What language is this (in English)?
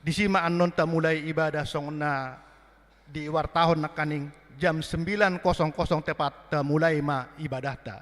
Batak Toba